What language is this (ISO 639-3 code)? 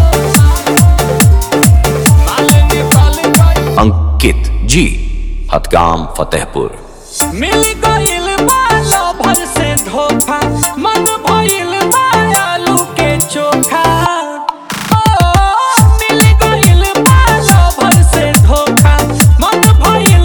bho